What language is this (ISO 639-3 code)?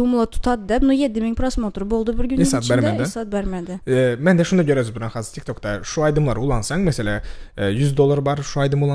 tuk